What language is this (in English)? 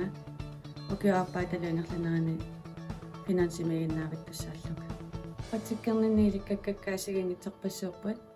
Kalaallisut